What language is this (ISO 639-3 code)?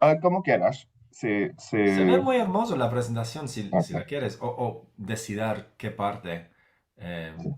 lad